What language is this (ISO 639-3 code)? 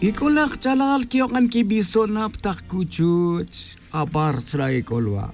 tzj